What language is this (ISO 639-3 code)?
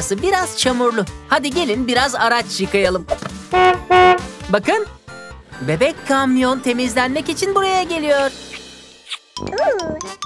tur